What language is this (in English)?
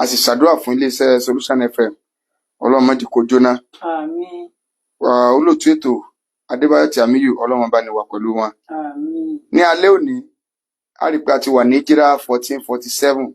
Yoruba